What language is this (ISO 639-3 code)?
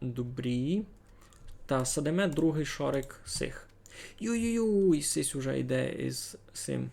rue